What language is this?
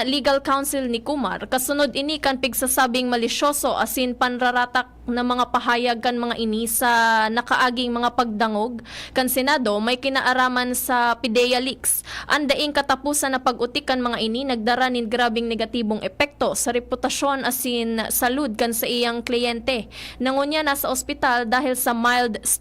Bikol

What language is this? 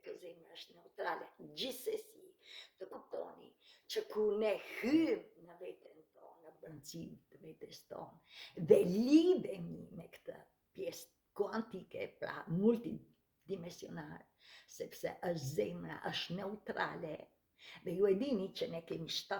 Albanian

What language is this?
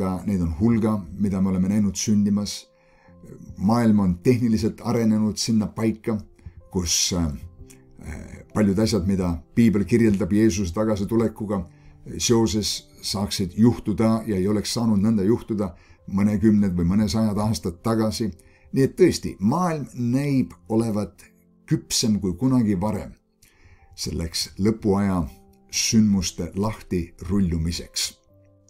Estonian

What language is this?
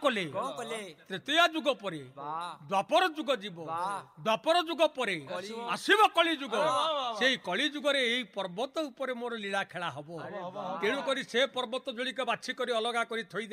Odia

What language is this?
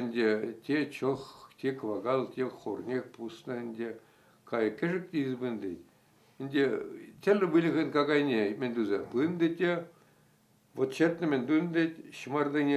Chuvash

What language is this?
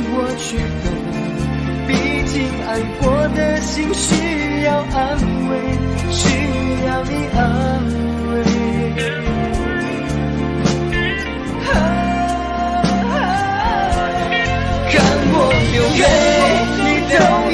Chinese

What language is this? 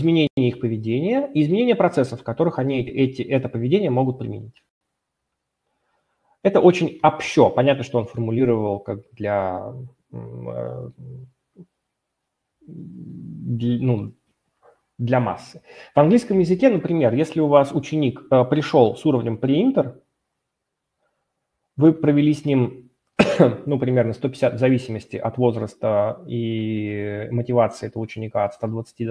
Russian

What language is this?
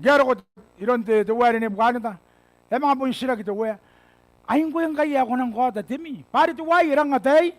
Gilbertese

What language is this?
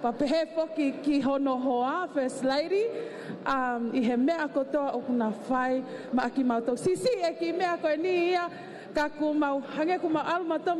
Tongan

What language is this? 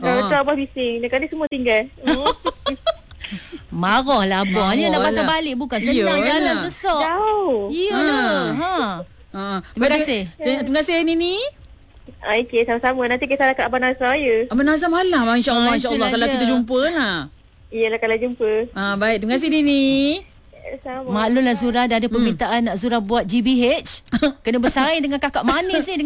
Malay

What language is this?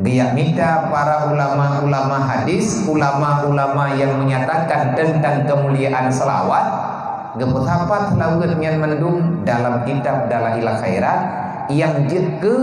Achinese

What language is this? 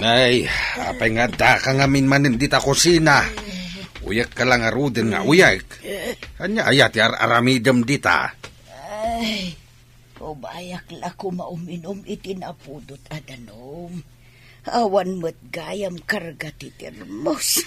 Iloko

